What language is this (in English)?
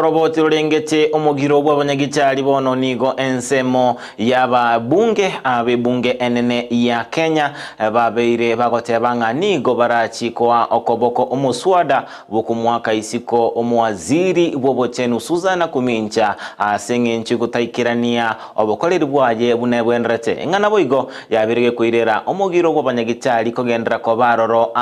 Gusii